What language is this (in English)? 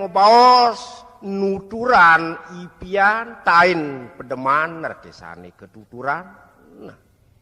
Balinese